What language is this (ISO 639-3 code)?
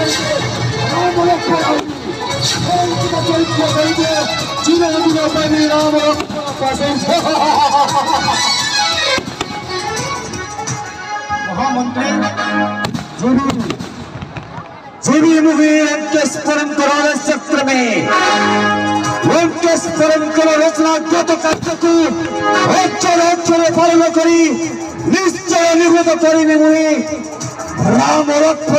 ori